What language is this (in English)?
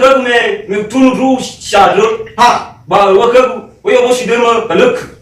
Nias